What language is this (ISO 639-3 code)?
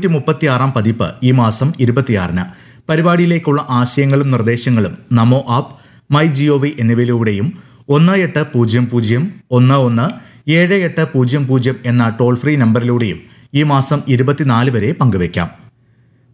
mal